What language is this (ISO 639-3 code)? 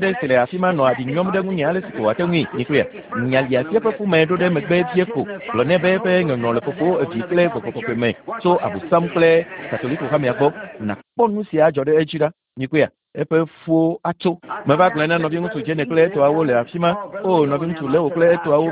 ewe